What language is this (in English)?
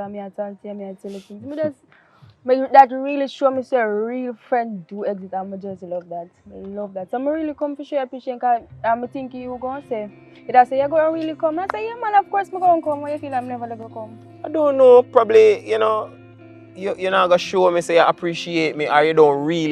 Jamaican Creole English